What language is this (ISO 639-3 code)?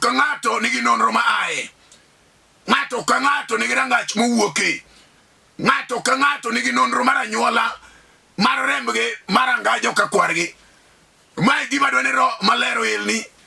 luo